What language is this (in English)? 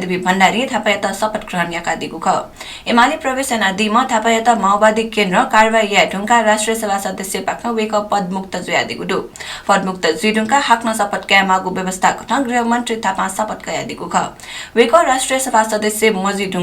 Newari